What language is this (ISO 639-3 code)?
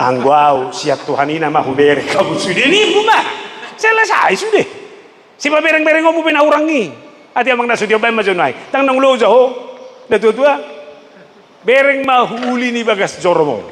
bbc